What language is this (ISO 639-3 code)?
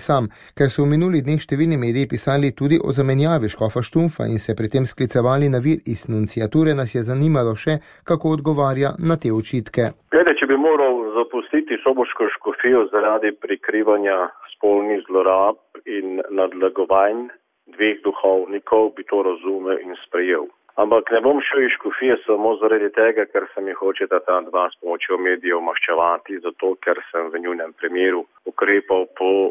slv